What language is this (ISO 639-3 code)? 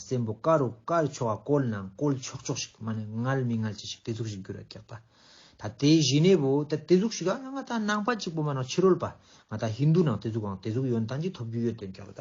lbj